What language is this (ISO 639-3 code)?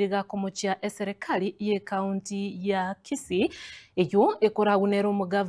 guz